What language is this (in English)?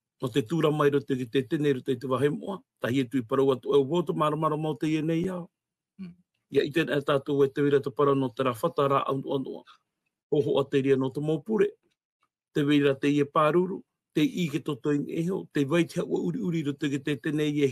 Tahitian